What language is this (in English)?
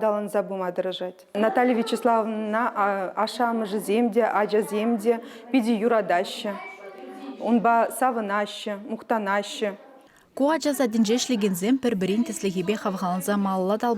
Chuvash